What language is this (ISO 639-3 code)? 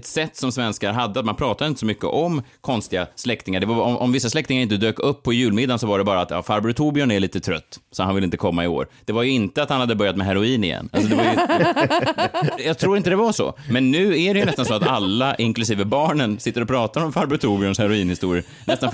swe